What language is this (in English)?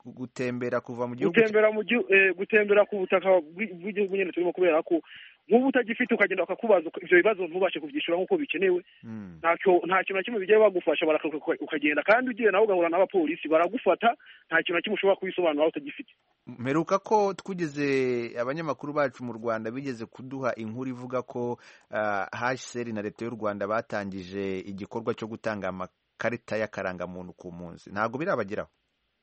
Kinyarwanda